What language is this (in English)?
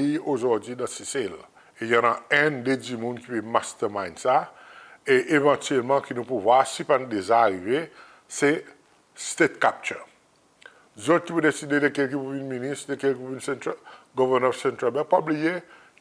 Seselwa Creole French